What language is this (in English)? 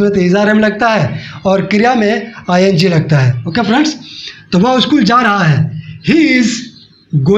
Hindi